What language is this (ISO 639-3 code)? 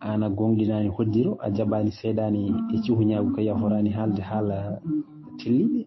ful